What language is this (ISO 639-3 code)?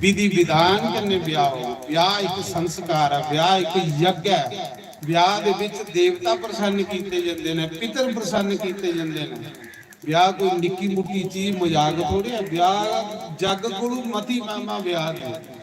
doi